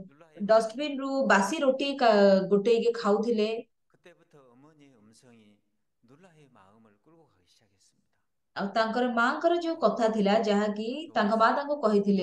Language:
Odia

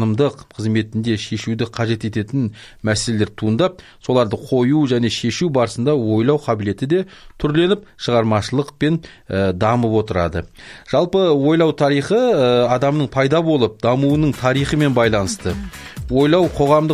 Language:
Kazakh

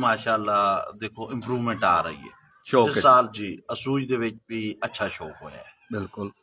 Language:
Punjabi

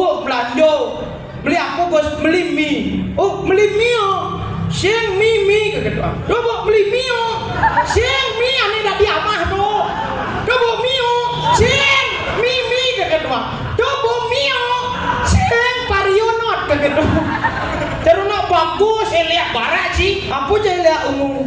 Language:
Balinese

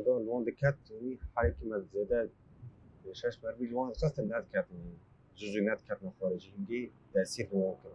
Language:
Kurdish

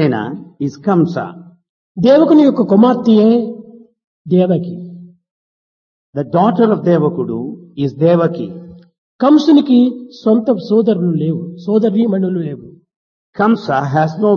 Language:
Telugu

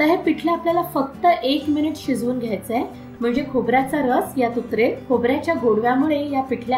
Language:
Marathi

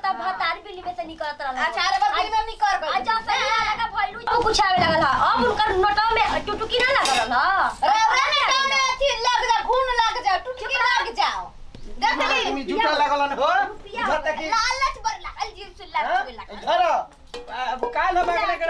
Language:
Bhojpuri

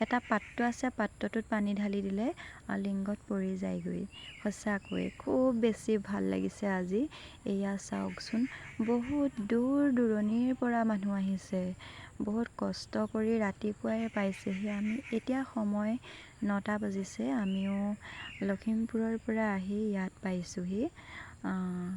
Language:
Assamese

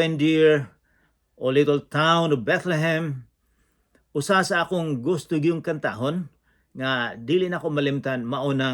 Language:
Cebuano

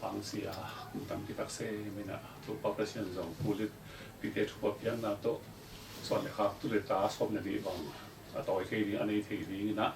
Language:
Tedim Chin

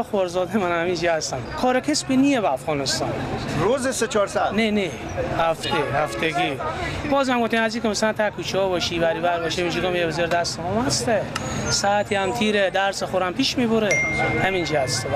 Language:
Persian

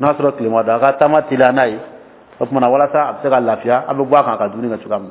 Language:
Dyula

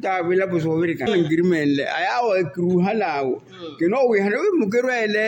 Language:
Makhuwa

